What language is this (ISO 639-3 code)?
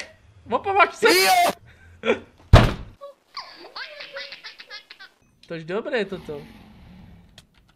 ces